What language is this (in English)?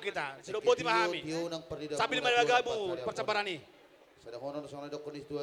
Batak Toba